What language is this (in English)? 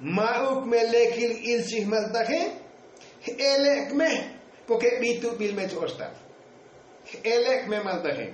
Tzotzil